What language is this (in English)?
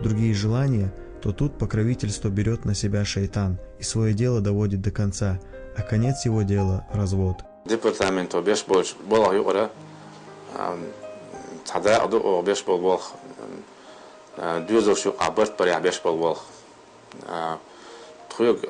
Chechen